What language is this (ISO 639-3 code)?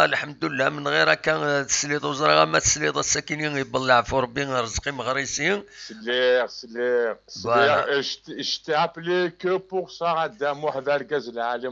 kab